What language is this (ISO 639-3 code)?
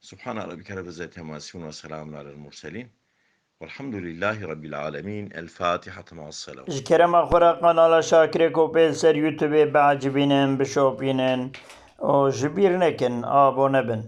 kur